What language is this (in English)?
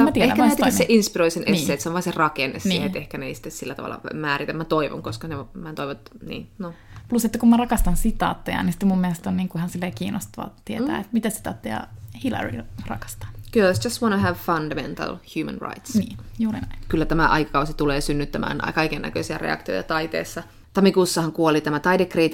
Finnish